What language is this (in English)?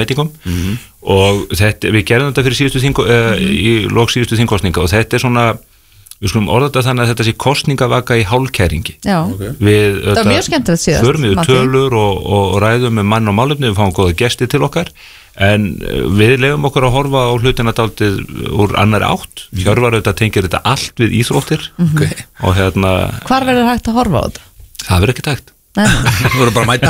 Icelandic